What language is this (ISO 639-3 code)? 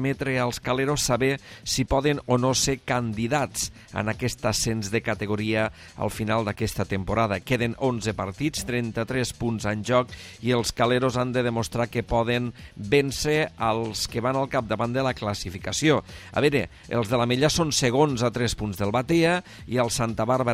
cat